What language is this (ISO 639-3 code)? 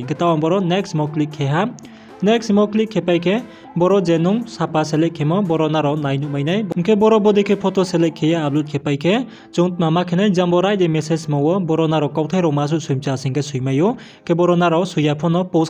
ria